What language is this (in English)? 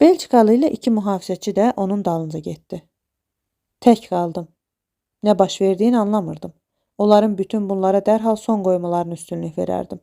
Azerbaijani